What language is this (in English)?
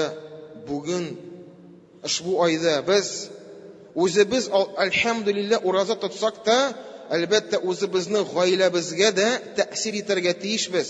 Tatar